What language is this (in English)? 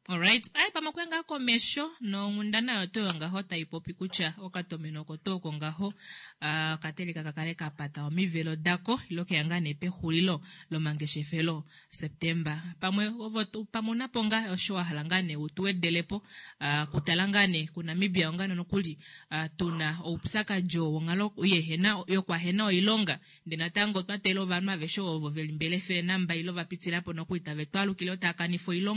Kuanyama